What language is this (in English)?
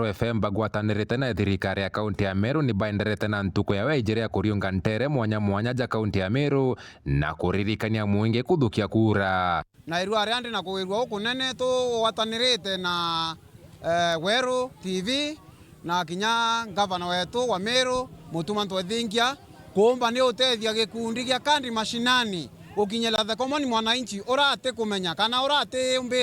Meru